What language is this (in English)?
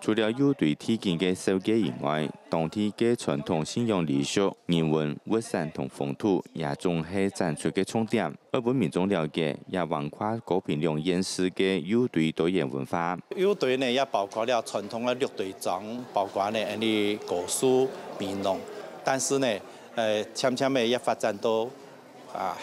Hakka Chinese